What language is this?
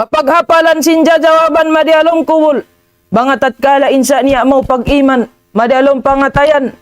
Tausug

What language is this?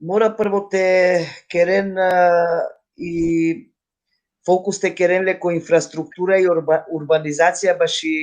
Balkan Romani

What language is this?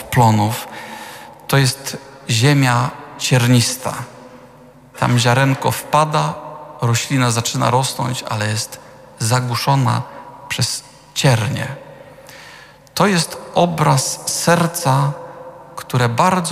Polish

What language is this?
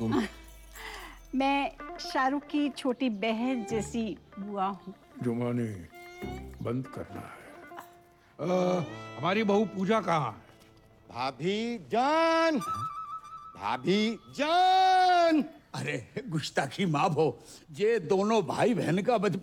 Hindi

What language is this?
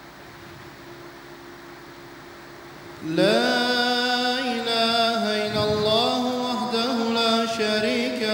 Arabic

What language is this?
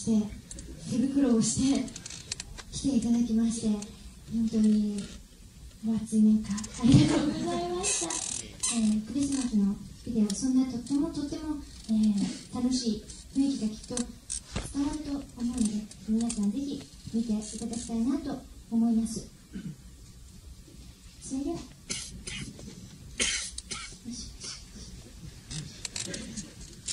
Japanese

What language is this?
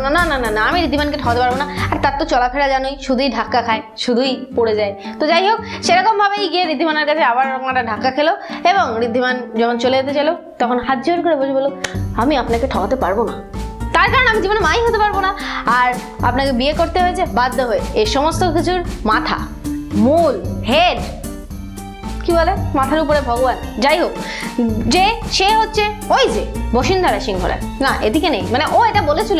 Bangla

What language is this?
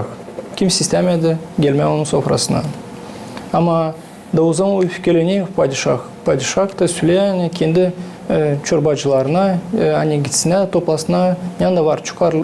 Gagauz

